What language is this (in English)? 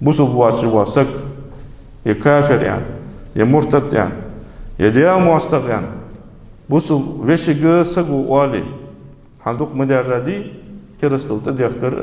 Ingush